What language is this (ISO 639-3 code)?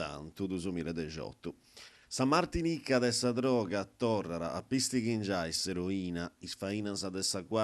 srd